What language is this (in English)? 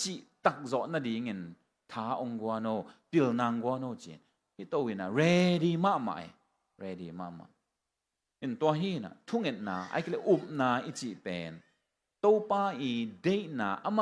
Tedim Chin